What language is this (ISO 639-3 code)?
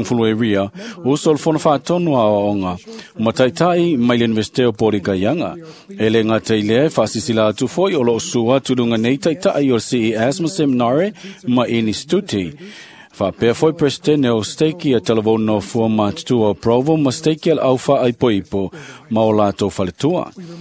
smo